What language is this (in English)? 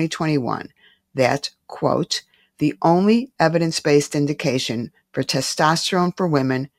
English